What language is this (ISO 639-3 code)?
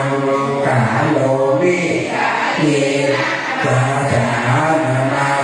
pli